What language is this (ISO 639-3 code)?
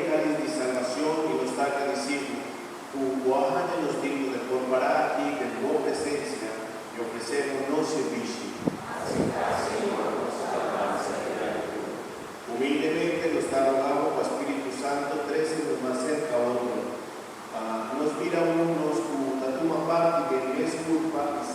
pap